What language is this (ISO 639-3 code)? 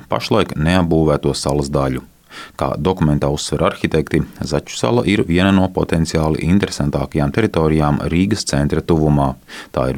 lav